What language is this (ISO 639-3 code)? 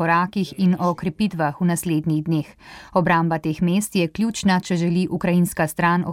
slv